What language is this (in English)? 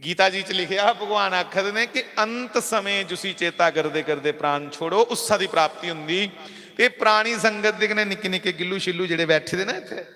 Dogri